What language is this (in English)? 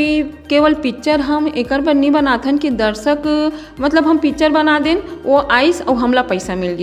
Chhattisgarhi